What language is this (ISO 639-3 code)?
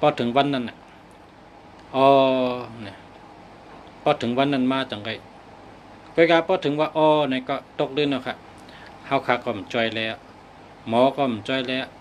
shn